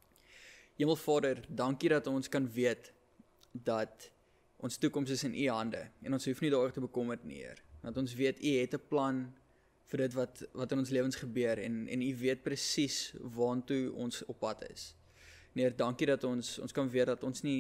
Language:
Afrikaans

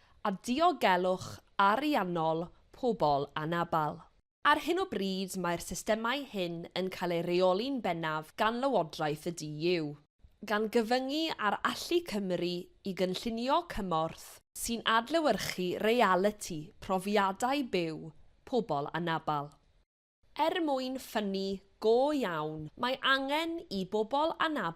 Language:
Welsh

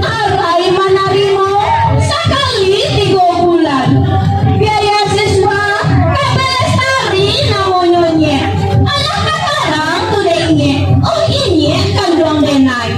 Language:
Minangkabau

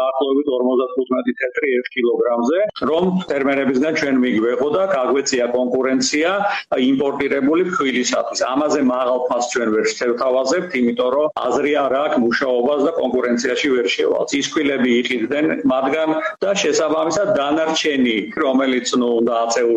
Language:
Georgian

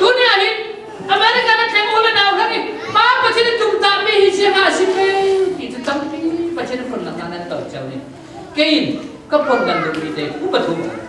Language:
Falam Chin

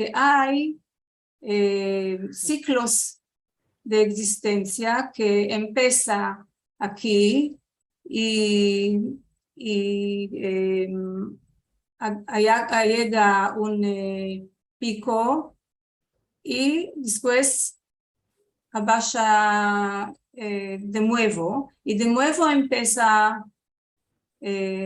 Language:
Ladino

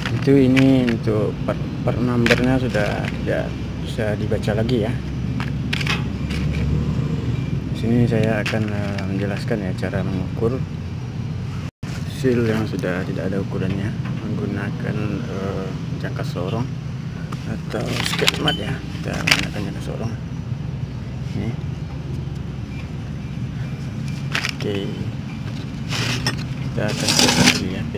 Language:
Indonesian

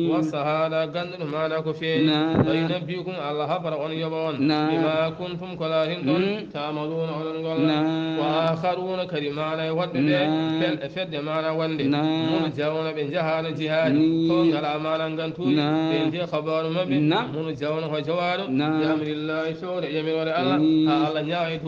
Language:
Fula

